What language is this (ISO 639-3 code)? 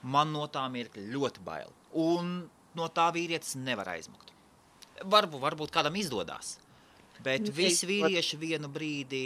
lav